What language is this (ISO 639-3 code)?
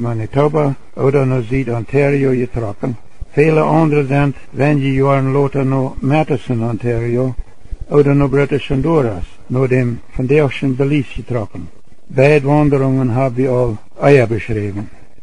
pdt